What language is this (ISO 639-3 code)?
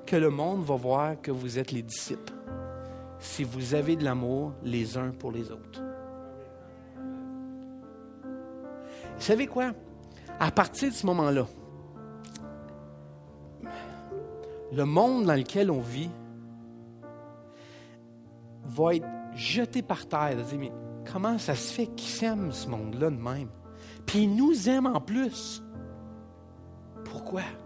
fra